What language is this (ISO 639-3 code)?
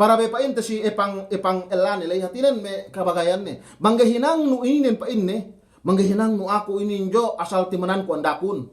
yka